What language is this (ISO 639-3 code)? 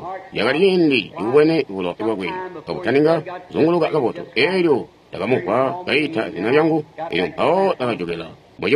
toi